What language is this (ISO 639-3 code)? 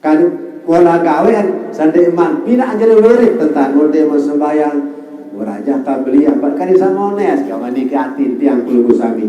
sas